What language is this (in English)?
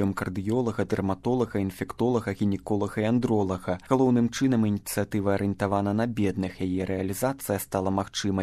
Belarusian